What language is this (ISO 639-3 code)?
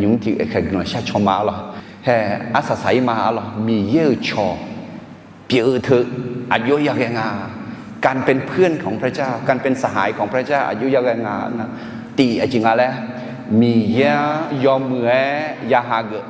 ahk